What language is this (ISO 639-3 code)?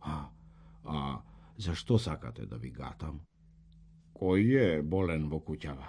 mkd